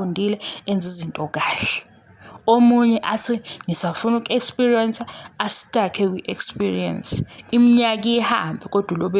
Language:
Zulu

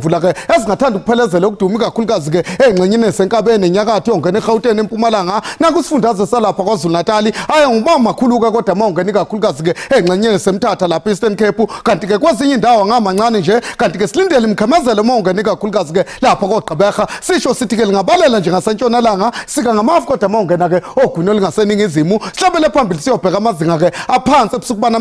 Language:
Zulu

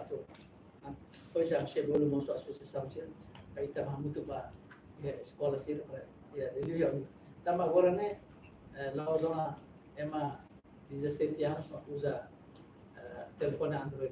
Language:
Tetum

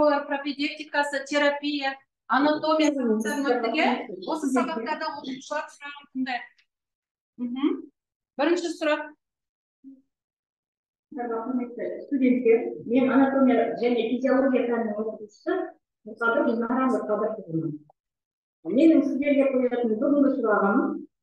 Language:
Kazakh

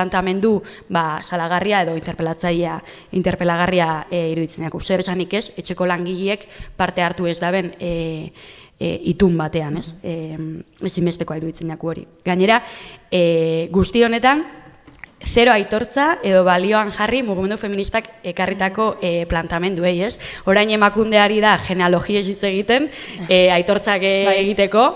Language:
Basque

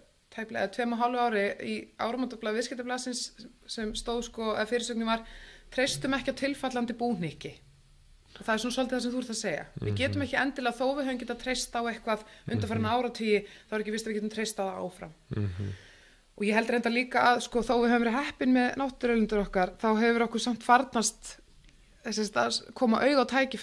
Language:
Icelandic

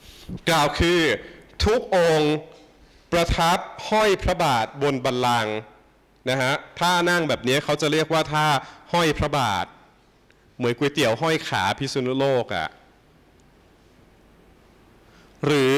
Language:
Thai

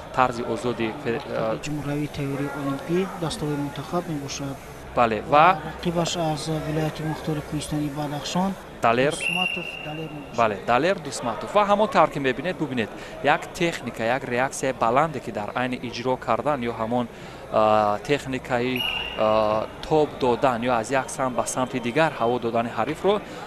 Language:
Tajik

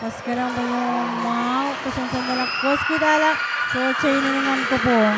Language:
Pohnpeian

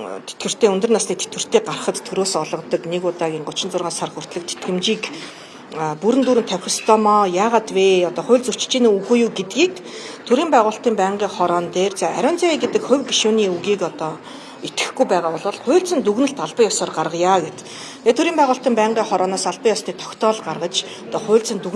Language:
Mongolian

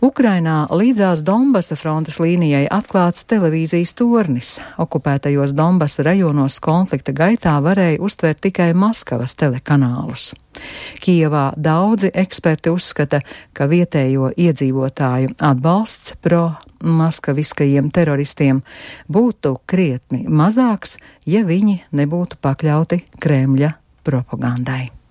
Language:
Latvian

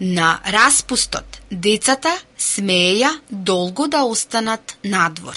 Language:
Macedonian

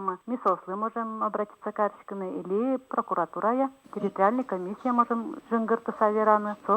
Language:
Udmurt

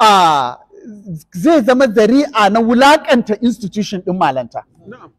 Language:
Hausa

